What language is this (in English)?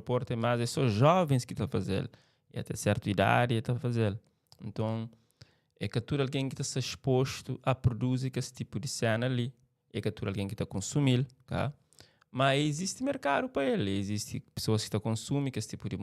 Kabuverdianu